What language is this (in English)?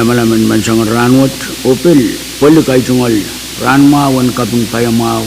Pohnpeian